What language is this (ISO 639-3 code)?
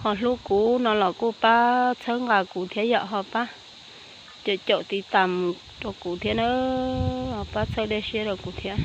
hmn